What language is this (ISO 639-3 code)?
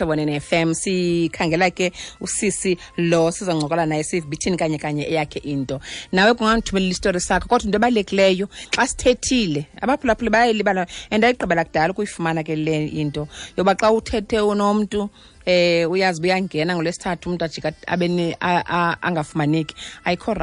xho